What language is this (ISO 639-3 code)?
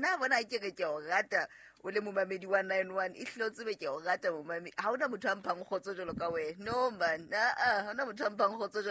sot